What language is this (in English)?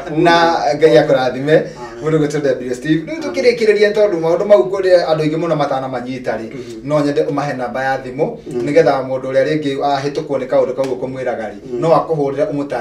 Kikuyu